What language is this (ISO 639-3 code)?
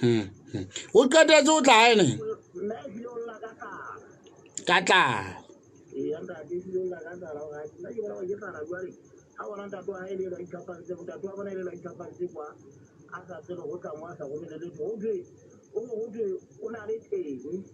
sot